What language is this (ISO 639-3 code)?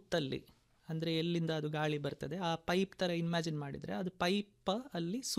kan